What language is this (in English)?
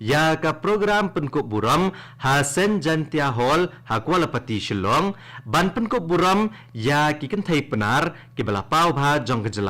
Khasi